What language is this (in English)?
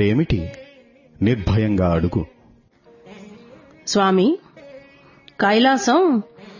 Telugu